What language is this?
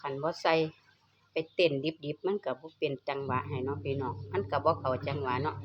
Northeastern Thai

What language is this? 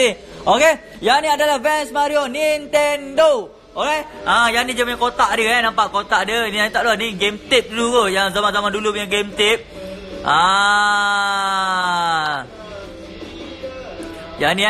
Malay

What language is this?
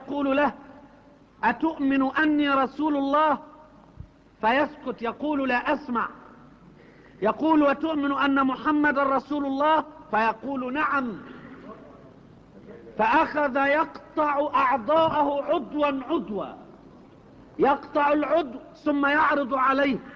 Arabic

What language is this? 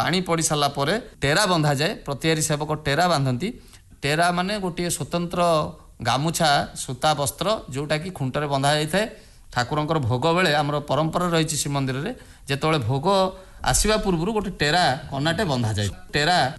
Odia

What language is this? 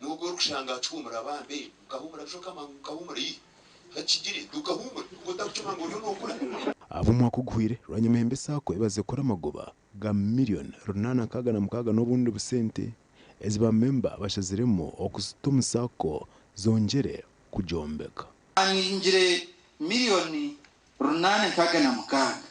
Nyankole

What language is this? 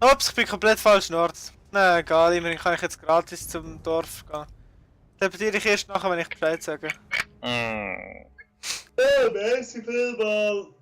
Swiss German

